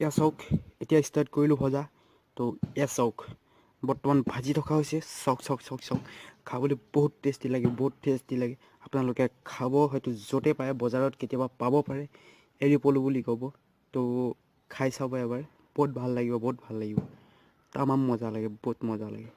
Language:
Assamese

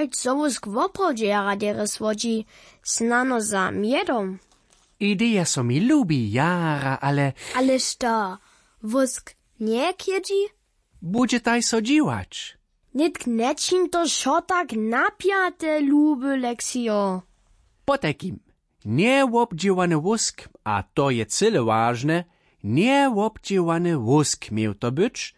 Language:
Upper Sorbian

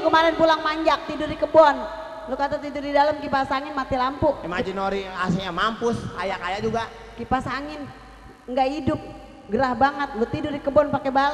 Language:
Betawi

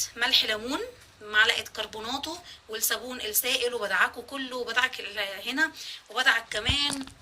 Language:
Egyptian Arabic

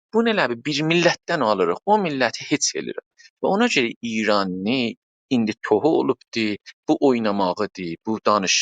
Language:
South Azerbaijani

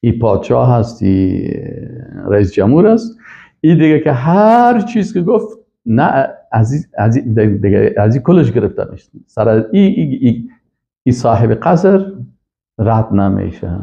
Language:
Persian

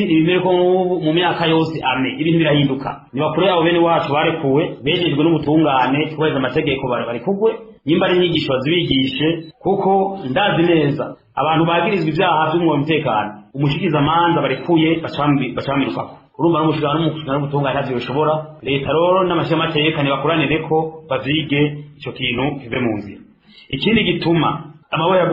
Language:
Rundi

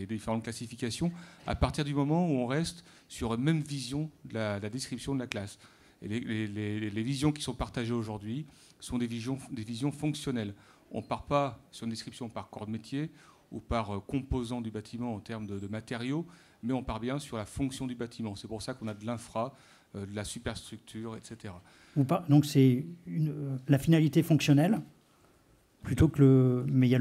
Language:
French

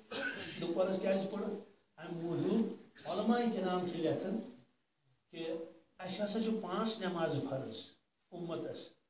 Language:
Kashmiri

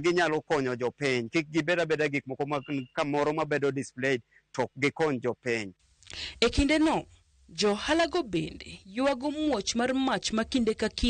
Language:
Luo (Kenya and Tanzania)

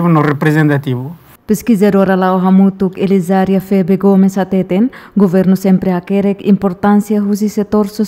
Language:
Tetum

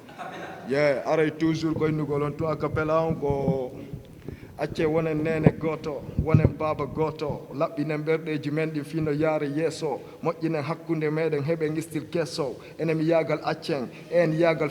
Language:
Fula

